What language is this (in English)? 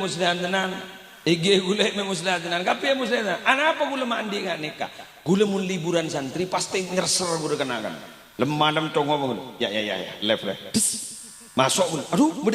Madurese